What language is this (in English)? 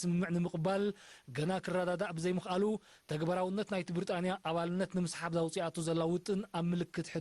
Tigrinya